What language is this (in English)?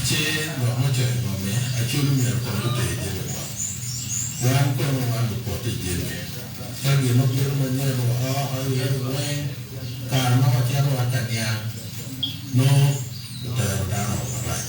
Acoli